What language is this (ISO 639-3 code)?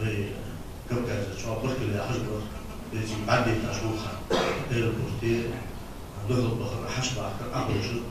inh